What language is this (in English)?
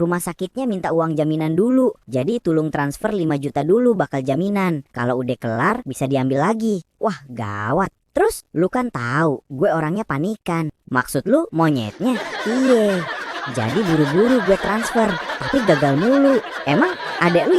Betawi